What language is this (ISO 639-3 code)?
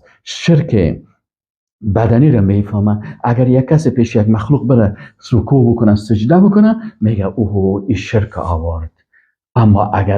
fas